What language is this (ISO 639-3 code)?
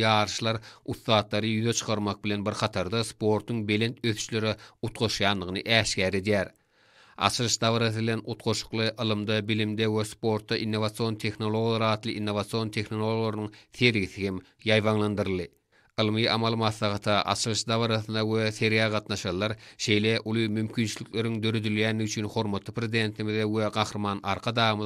tuk